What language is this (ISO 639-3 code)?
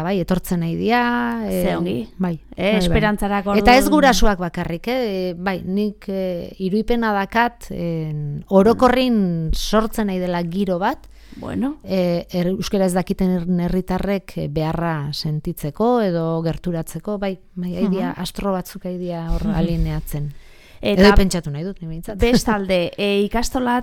eus